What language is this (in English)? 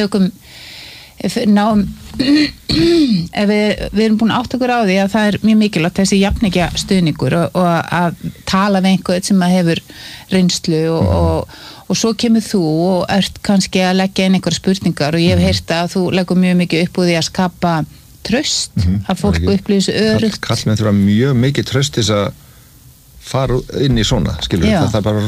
Icelandic